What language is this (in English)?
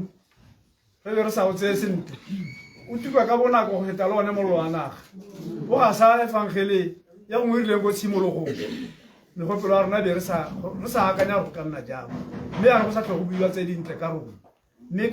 Tswana